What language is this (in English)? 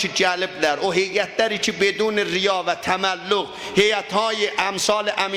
South Azerbaijani